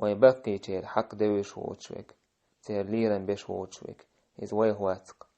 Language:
Chechen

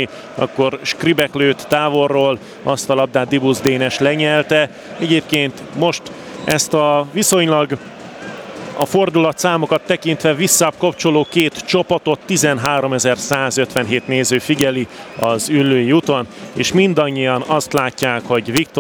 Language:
Hungarian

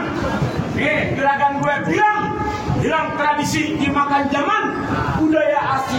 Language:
Betawi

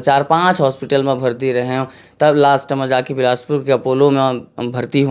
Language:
Chhattisgarhi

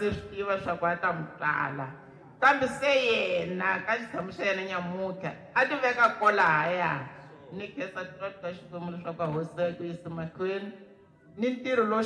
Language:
Tsonga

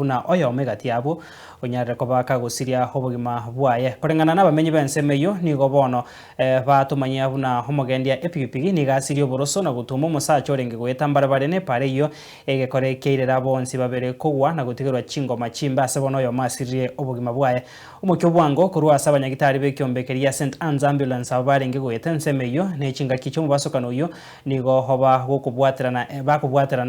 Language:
Gusii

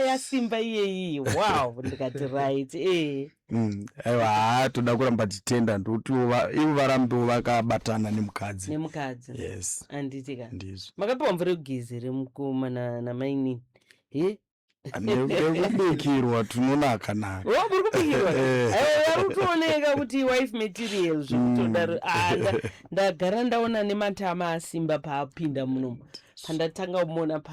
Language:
Shona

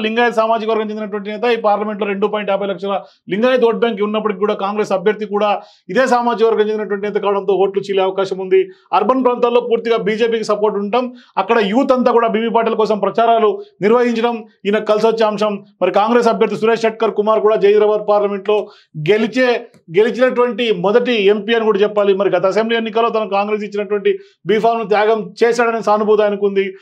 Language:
Telugu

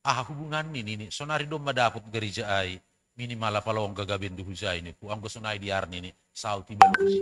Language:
Batak Simalungun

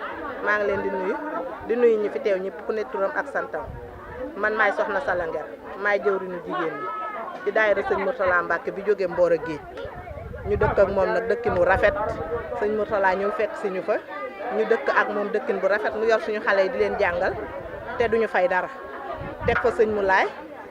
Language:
Wolof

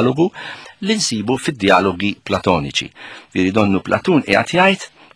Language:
Maltese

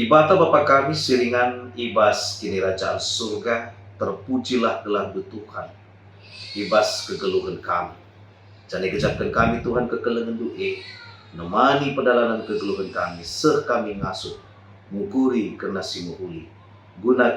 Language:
Batak Karo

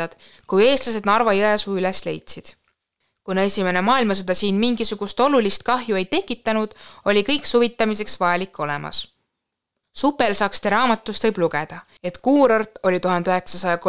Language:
Estonian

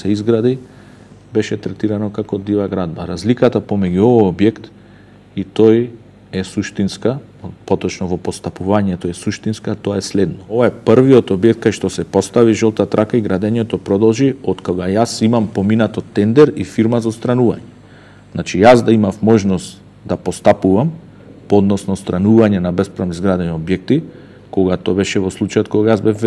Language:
Macedonian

